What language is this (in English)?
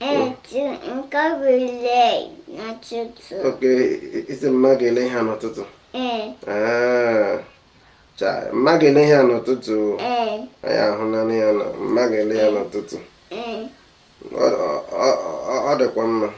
Igbo